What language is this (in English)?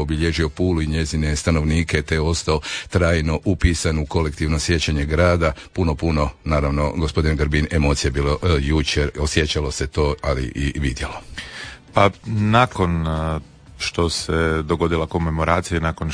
Croatian